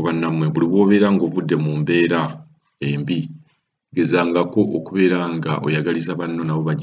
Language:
Ganda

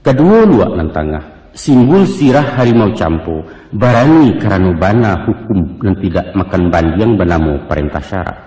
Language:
Minangkabau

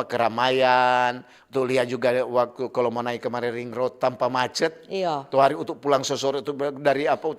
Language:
Manado Malay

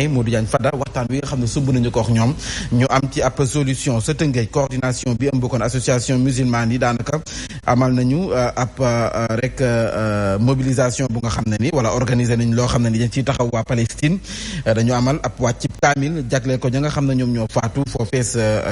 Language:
Wolof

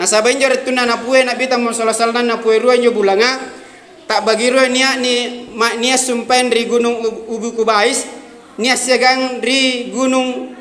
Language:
Makasar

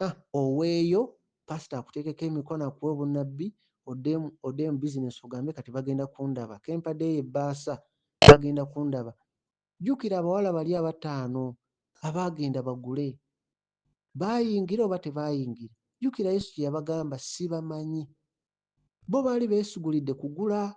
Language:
Ganda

